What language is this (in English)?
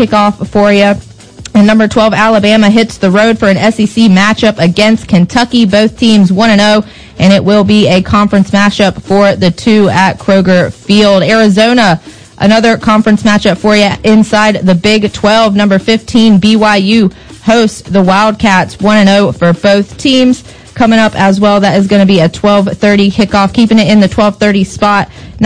English